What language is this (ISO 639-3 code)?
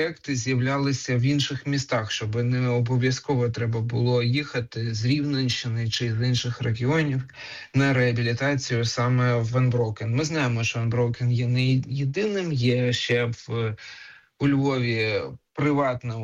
ukr